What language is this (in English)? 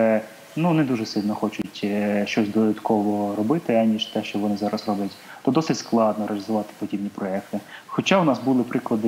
Ukrainian